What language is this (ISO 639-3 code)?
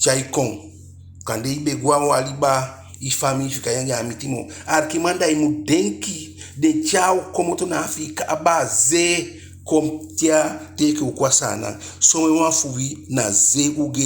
djk